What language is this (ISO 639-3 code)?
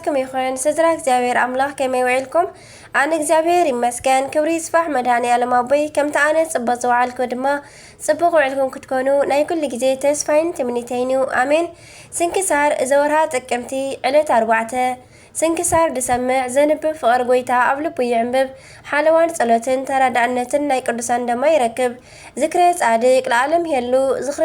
tir